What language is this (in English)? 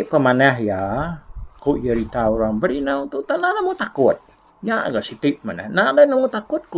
Iban